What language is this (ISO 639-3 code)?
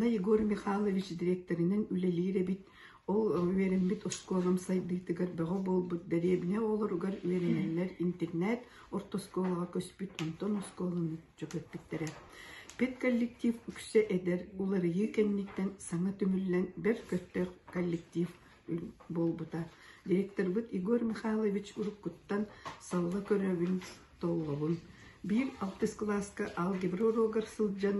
sah